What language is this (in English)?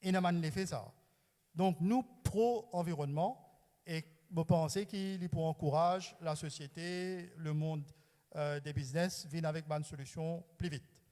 Morisyen